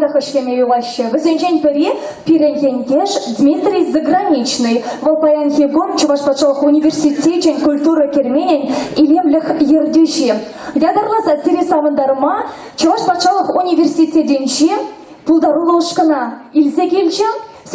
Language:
Chuvash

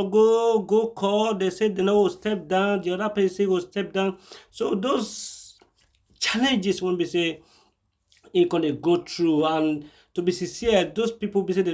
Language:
Nigerian Pidgin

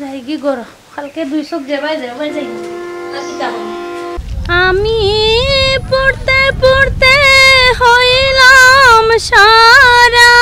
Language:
Sylheti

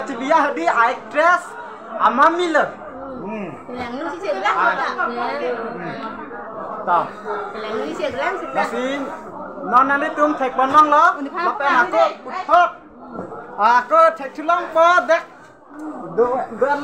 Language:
Karbi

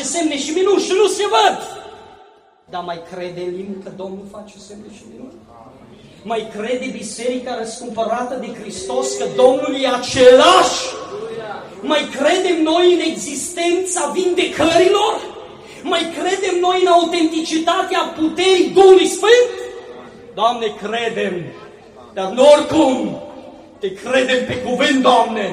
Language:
Romanian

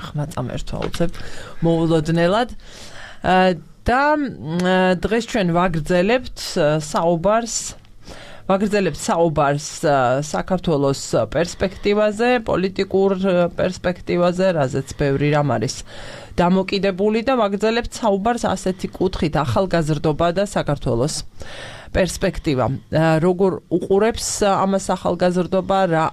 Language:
Georgian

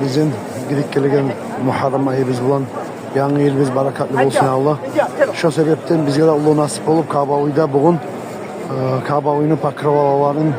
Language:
Kumyk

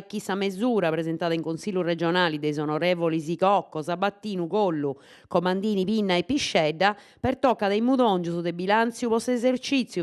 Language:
Sardinian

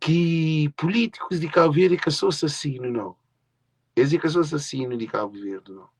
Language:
Kabuverdianu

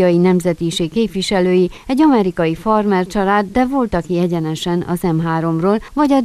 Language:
Hungarian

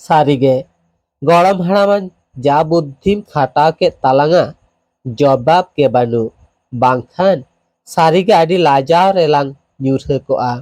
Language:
Santali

